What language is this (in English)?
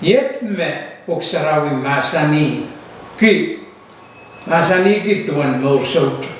Pohnpeian